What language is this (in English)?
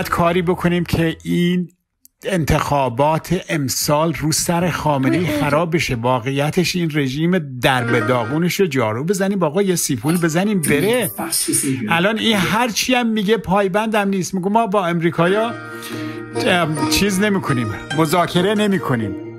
Persian